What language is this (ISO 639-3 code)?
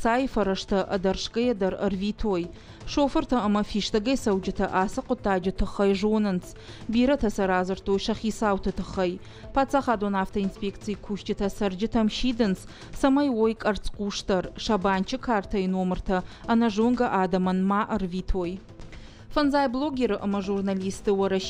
oss